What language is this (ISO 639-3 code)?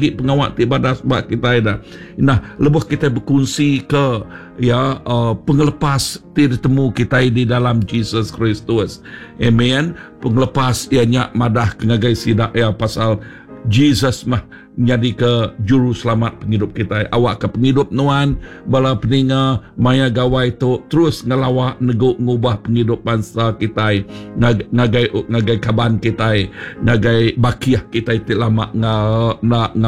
iba